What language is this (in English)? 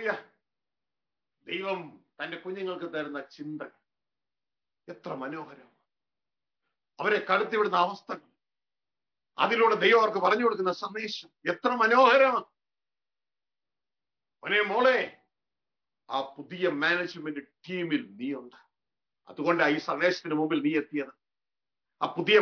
Malayalam